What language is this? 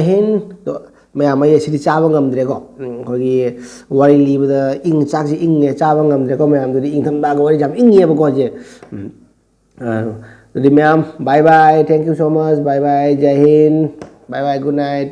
Manipuri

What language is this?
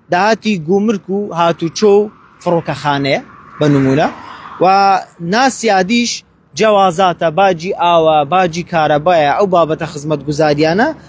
Central Kurdish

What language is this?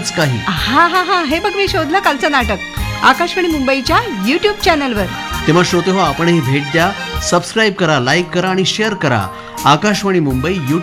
Marathi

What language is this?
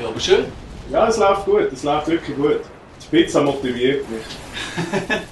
Swiss German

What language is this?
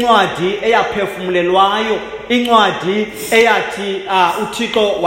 Xhosa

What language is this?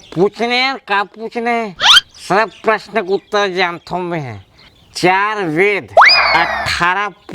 Chhattisgarhi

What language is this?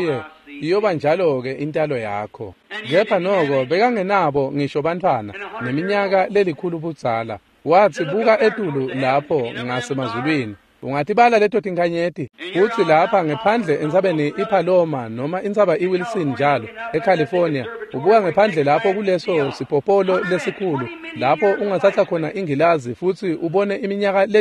Swati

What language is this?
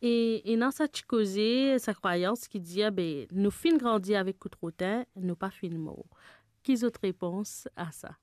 Morisyen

